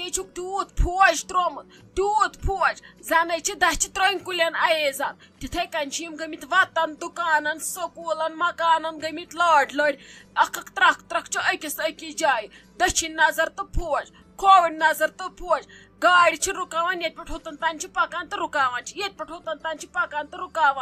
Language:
Kashmiri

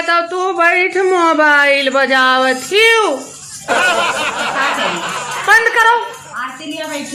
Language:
Awadhi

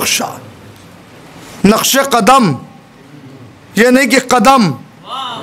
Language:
Hindi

